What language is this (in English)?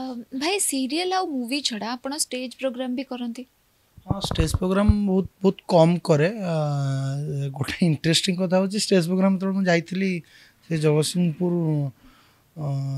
Odia